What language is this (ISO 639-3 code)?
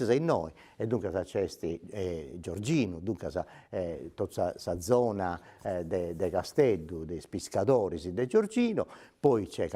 srd